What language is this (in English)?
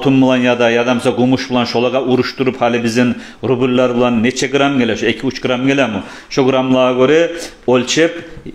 Kumyk